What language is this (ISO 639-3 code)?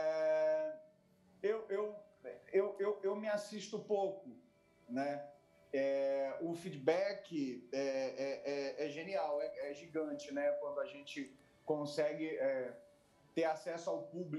por